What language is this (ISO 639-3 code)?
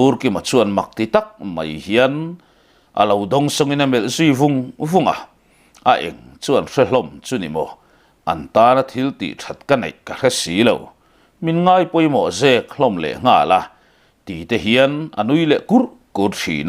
lus